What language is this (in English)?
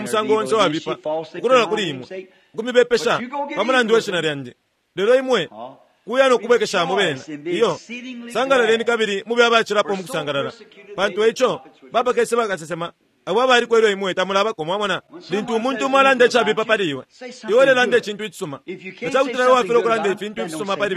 Bemba